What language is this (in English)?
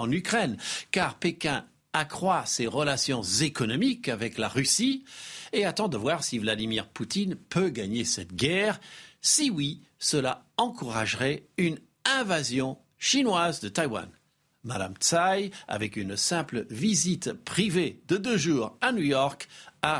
French